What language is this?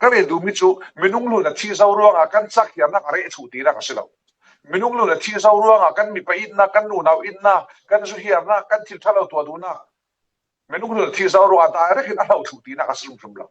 Falam Chin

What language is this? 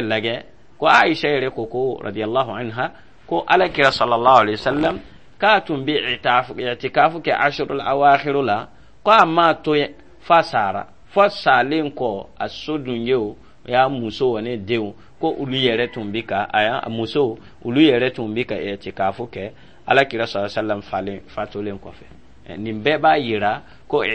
Dyula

